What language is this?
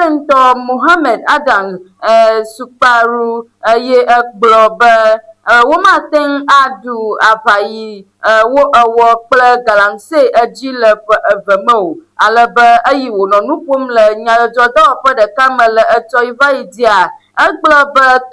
Ewe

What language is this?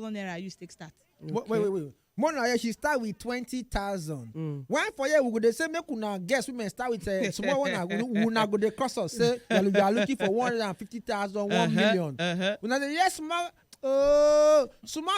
Nigerian Pidgin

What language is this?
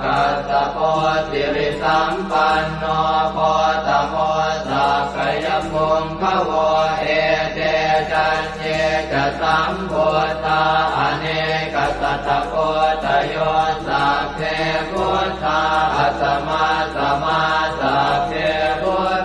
Pali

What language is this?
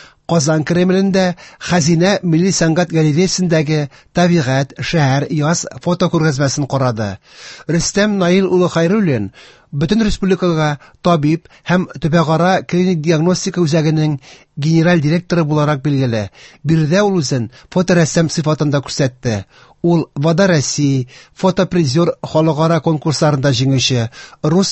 Tatar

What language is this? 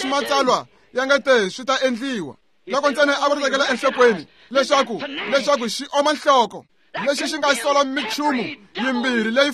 Tsonga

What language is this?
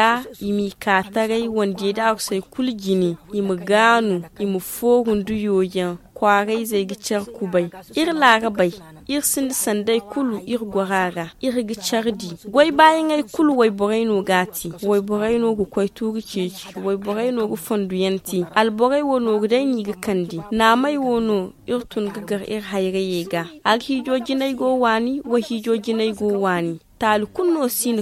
Zarma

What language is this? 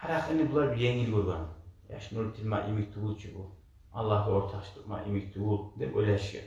Kumyk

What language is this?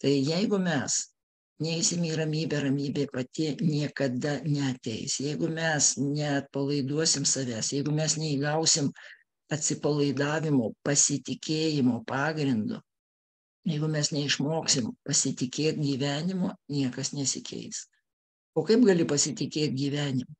Lithuanian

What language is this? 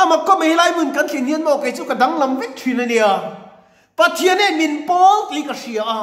Mizo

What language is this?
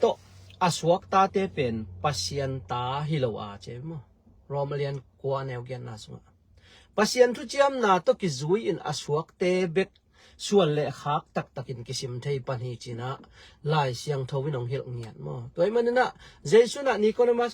Tedim Chin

